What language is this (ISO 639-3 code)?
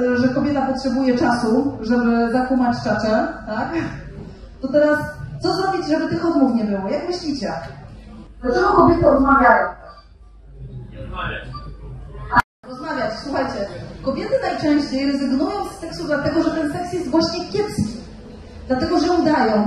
pol